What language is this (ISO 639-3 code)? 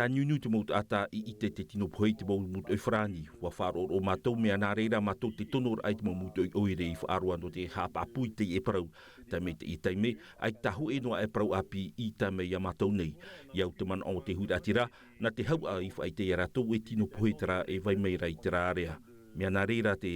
tah